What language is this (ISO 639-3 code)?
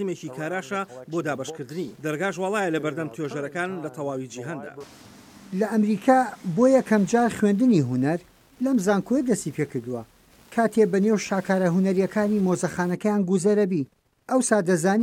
ckb